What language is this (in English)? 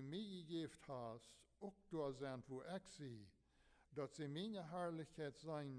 Plautdietsch